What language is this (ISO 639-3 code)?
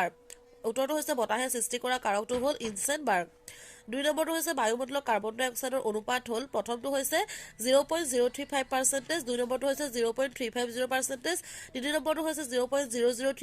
asm